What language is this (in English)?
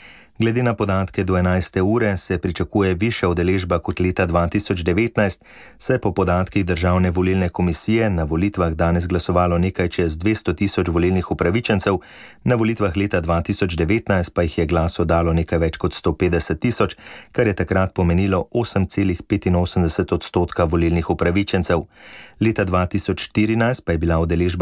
Slovenian